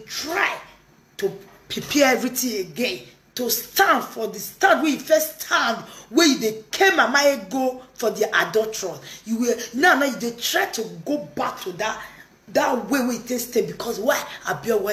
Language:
Nigerian Pidgin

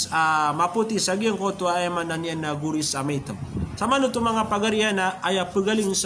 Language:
Maranao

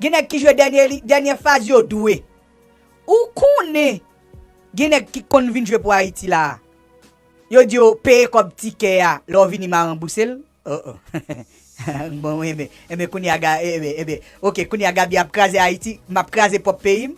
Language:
Haitian Creole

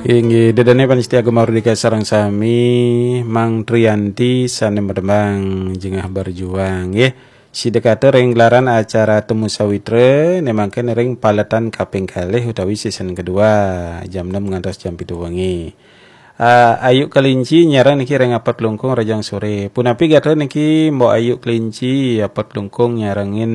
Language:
Balinese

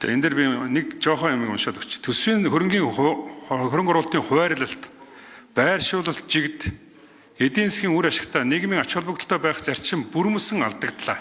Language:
Mongolian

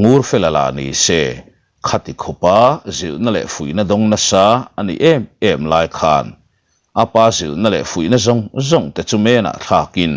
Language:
Mizo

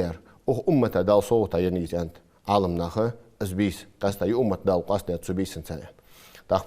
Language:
Ingush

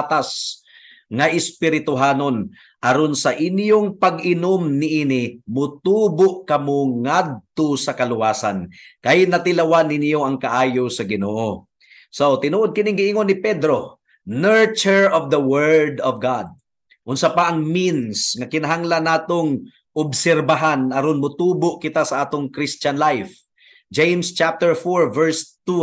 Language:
Cebuano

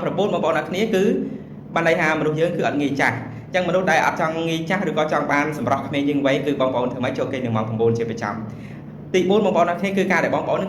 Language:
Khmer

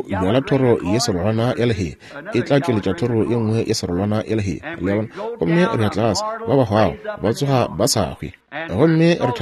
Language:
Northern Sotho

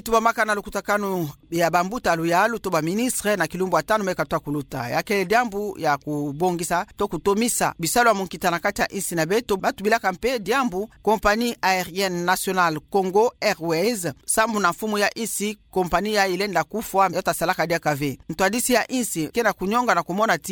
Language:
Kituba (Democratic Republic of Congo)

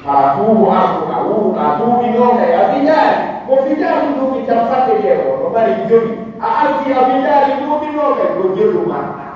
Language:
Pular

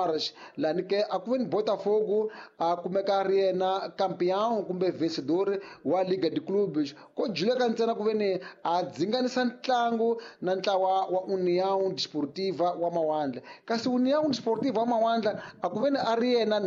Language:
Tsonga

